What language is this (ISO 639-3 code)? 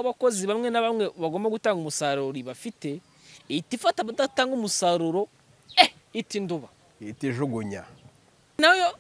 kin